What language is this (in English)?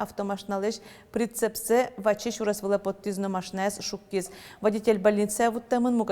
Udmurt